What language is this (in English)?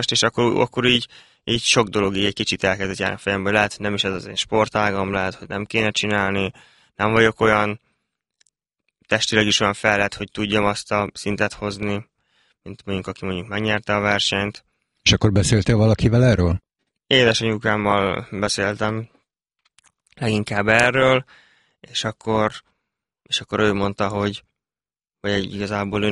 Hungarian